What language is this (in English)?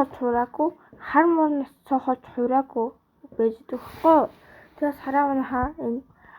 Mongolian